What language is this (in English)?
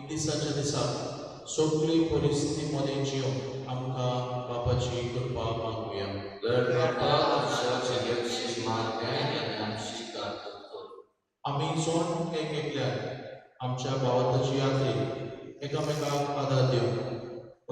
Konkani